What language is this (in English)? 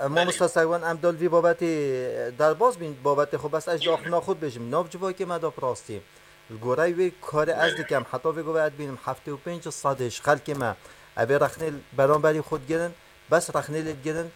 Kurdish